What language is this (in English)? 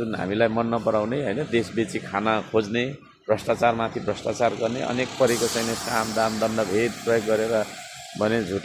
Nepali